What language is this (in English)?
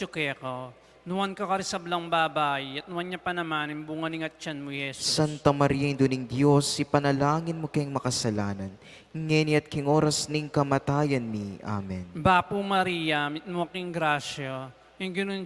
Pampanga